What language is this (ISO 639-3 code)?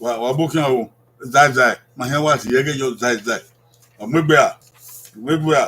bin